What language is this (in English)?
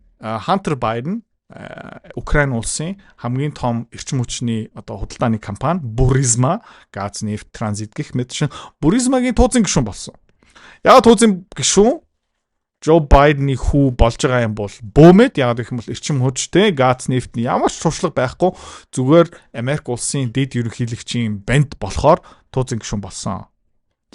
Mongolian